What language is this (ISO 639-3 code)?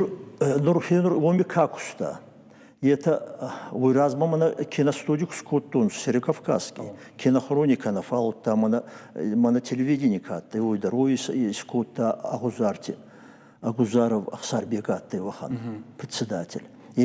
oss